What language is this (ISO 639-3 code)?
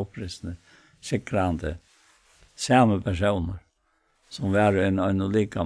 fao